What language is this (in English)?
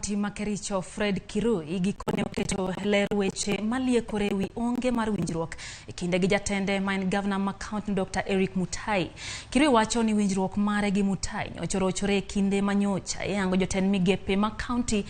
Luo (Kenya and Tanzania)